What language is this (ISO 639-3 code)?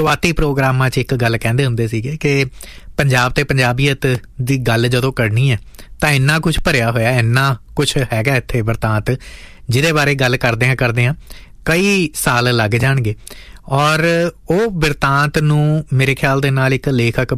pan